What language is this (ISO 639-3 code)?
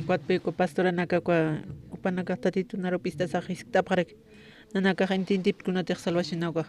aym